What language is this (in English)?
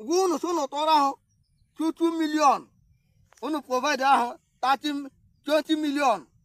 Igbo